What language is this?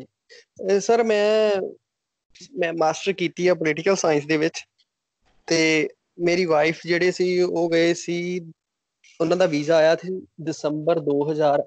Punjabi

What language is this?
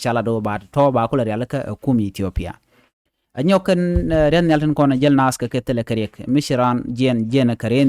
Nuer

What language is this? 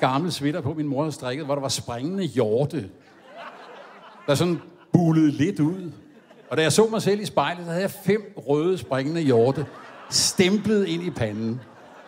Danish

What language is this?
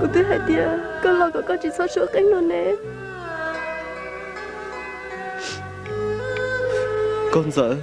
Hmong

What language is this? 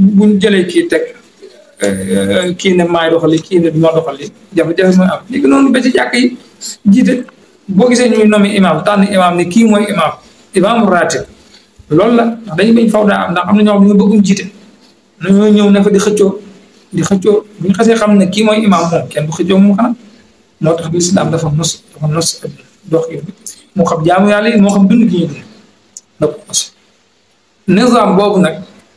Wolof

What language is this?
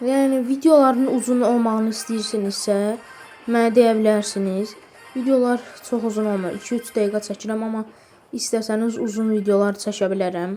Azerbaijani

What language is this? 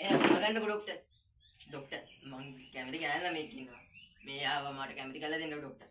Sinhala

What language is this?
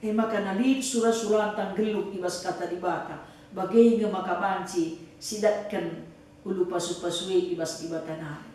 Batak Karo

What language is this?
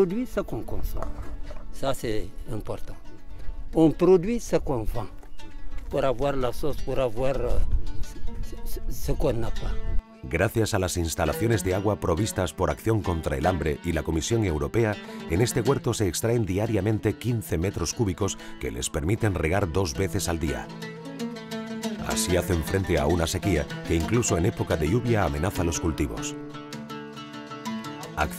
Spanish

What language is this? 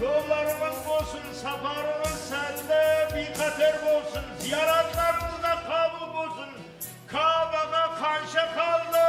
Kara-Kalpak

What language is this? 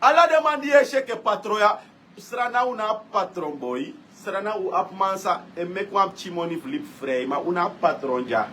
Sranan Tongo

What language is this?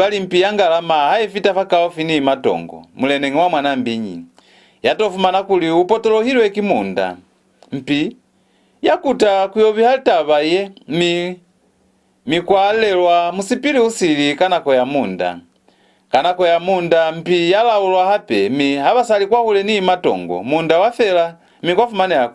Lozi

